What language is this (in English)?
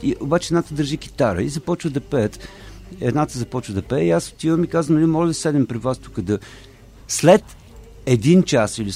Bulgarian